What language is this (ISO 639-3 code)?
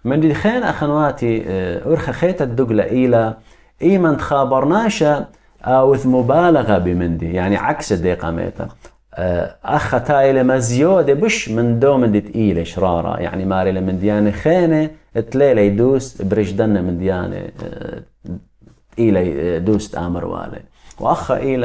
aii